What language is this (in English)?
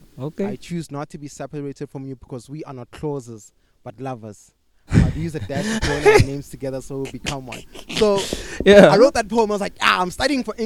English